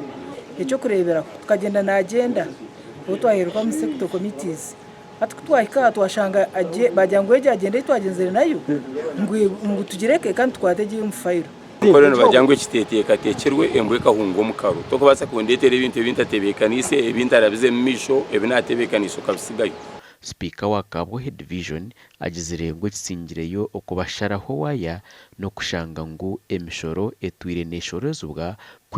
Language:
Nyankole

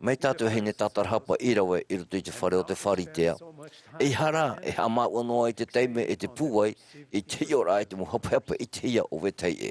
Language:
Tahitian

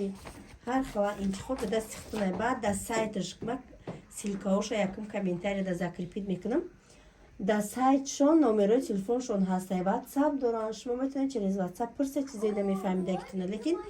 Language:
Tajik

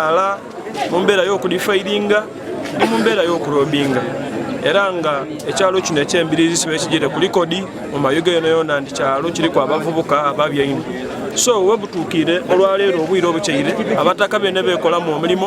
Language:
Ganda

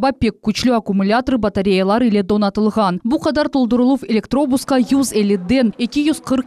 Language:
Crimean Tatar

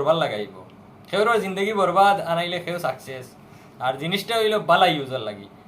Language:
Sylheti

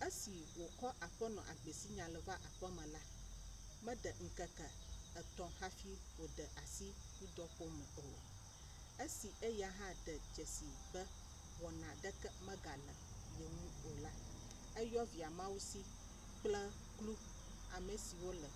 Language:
Ewe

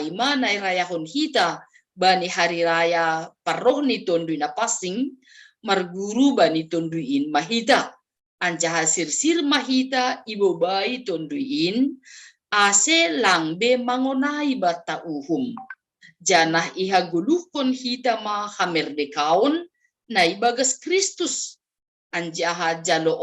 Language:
Batak Simalungun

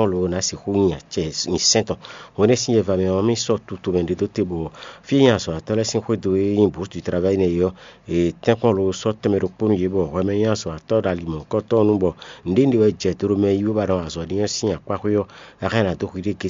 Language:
Fon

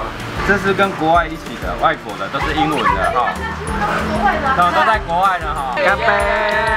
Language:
Chinese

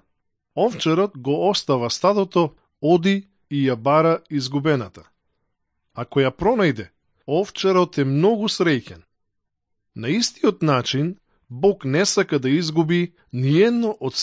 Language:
Macedonian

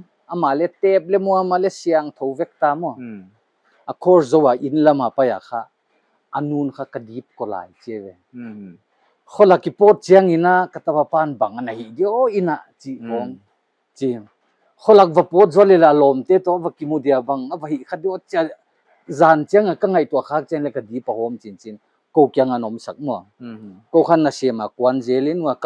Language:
Paite Chin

